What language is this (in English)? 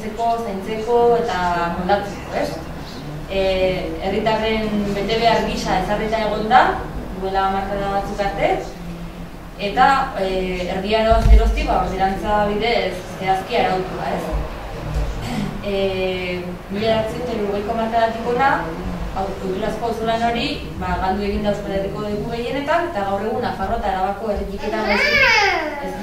Basque